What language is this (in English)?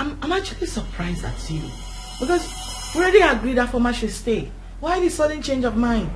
Nigerian Pidgin